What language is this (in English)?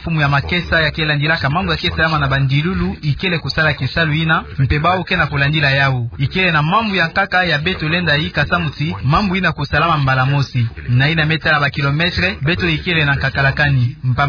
Kituba (Democratic Republic of Congo)